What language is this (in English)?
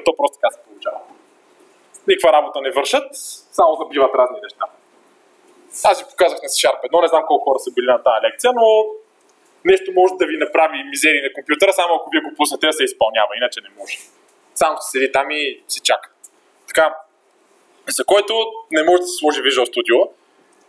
Bulgarian